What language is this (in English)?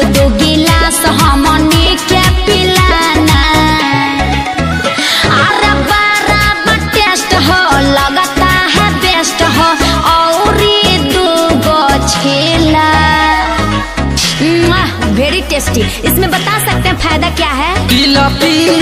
Bhojpuri